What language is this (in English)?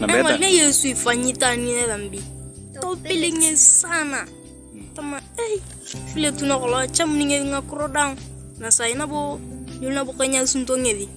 Turkana